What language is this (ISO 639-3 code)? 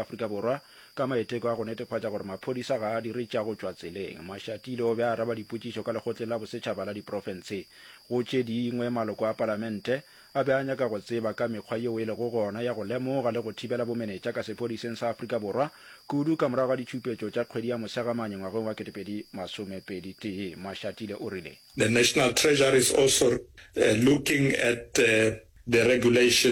nso